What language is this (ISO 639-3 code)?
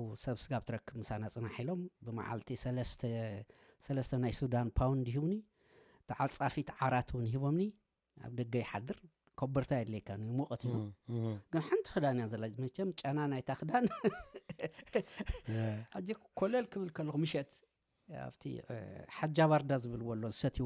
tir